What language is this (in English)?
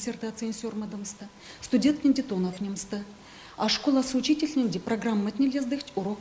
Erzya